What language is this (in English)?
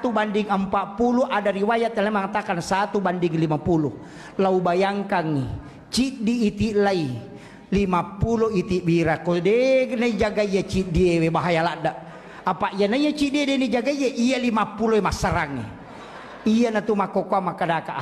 Buginese